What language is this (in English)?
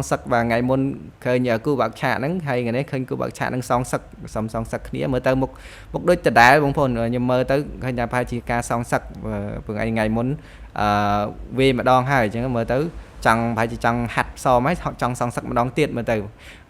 Khmer